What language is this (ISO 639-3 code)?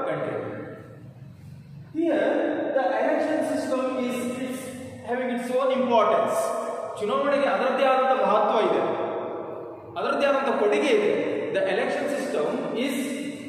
kan